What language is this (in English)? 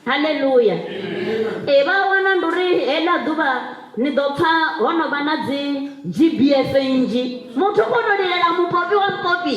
Venda